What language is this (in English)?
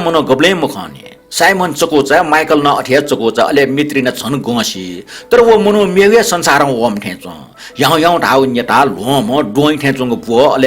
Newari